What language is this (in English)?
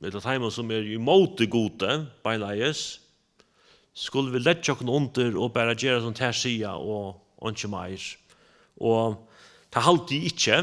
Faroese